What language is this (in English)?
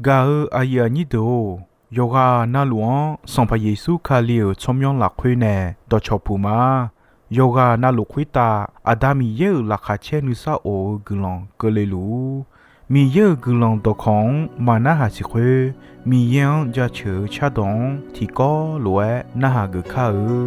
Akha